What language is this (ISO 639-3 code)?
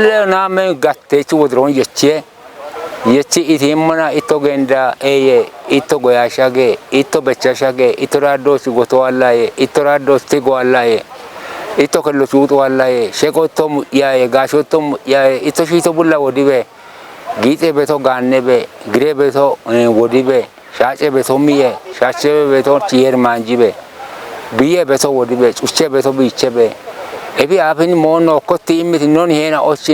kbr